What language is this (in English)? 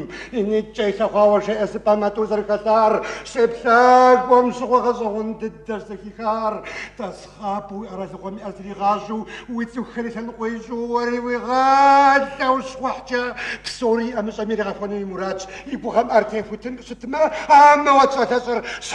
Kabardian